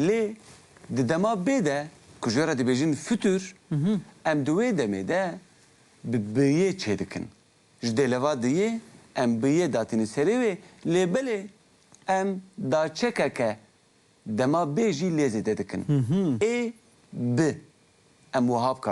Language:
Kurdish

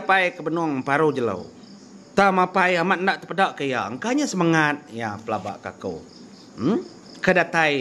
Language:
Iban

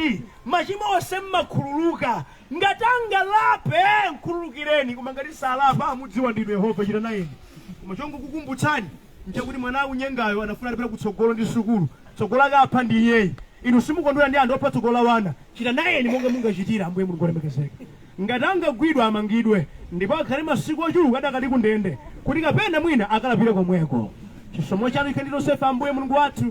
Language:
Nyanja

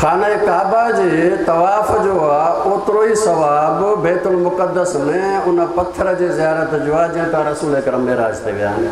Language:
Sindhi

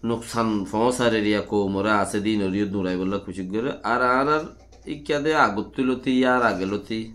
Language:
Rohingya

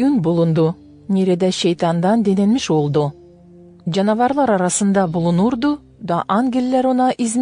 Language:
Gagauz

